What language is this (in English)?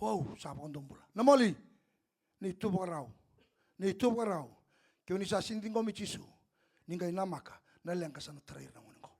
Fijian